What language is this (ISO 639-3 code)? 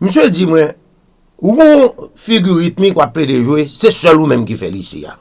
hat